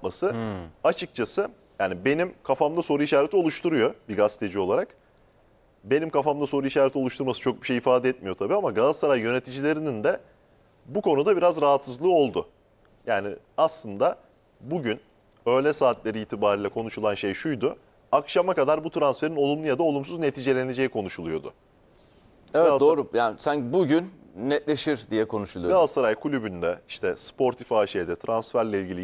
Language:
Turkish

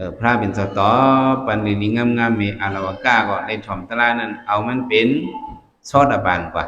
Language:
Shan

